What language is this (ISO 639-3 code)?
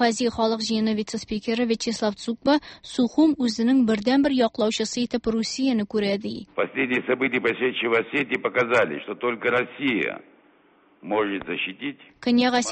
tat